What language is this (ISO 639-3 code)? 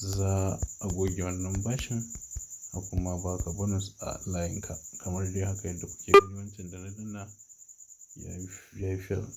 hau